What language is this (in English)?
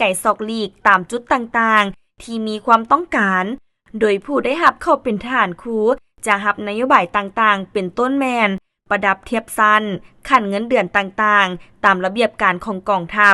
Lao